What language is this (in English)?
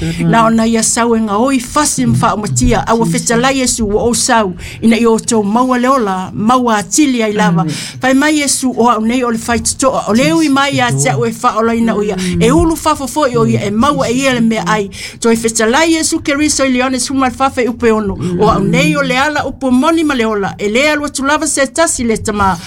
Samoan